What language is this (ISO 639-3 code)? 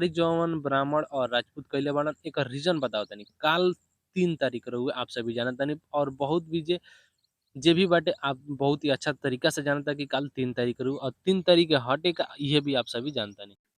bho